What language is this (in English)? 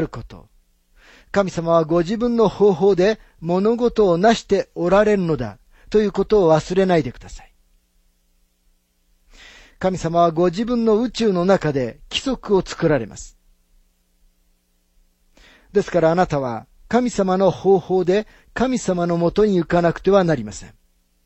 Japanese